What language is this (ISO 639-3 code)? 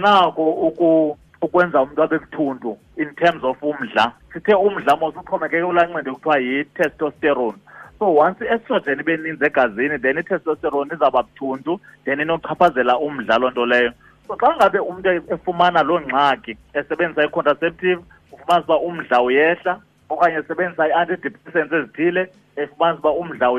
xho